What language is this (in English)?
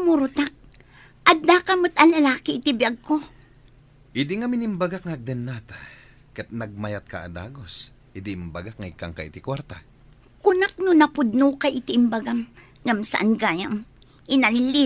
Iloko